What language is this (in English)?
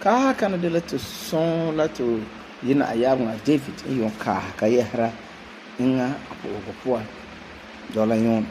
Frafra